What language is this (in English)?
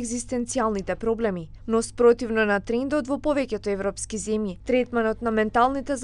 Macedonian